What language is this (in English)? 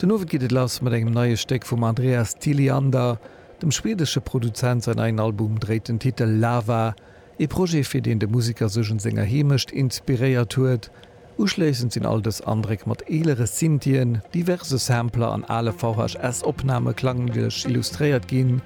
Luxembourgish